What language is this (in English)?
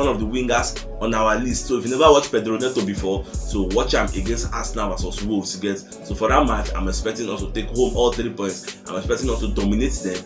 Nigerian Pidgin